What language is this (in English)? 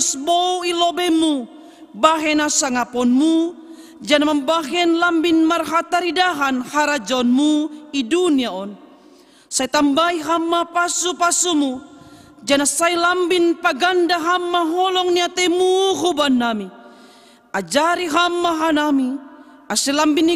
Batak Simalungun